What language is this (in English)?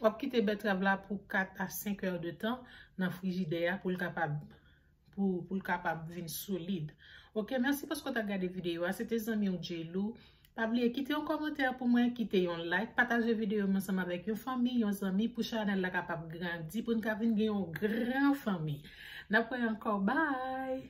Haitian Creole